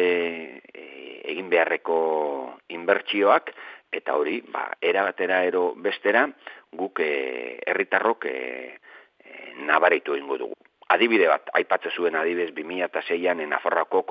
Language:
Basque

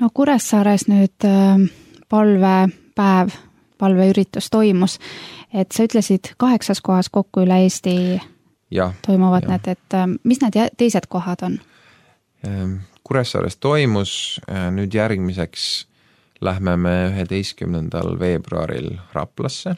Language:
Estonian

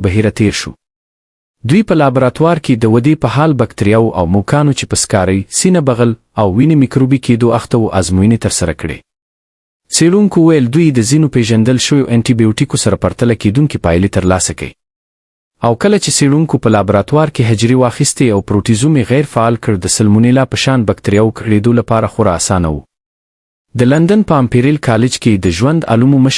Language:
Pashto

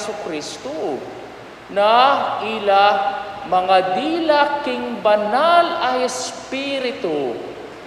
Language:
Pampanga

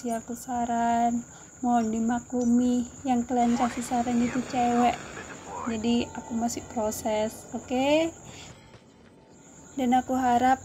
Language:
Indonesian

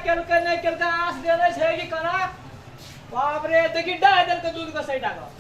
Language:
Maithili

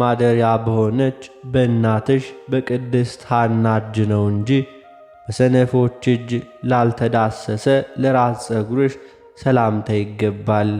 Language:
Amharic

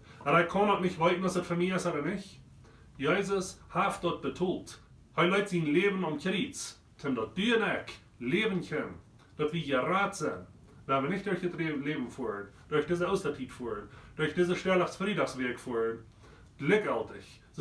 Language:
Plautdietsch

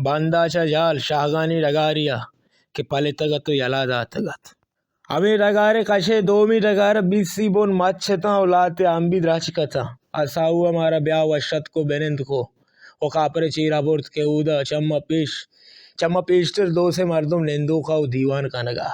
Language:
Baluchi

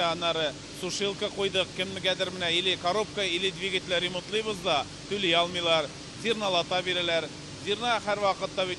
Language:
Tatar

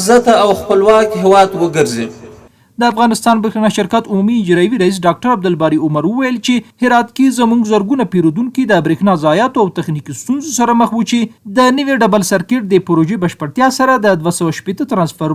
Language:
Pashto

